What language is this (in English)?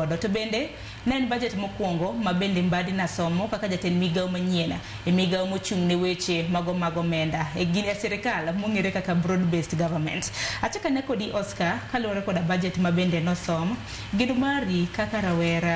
Luo (Kenya and Tanzania)